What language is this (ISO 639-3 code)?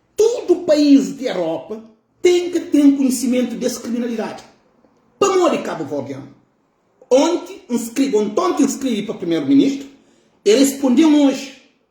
kea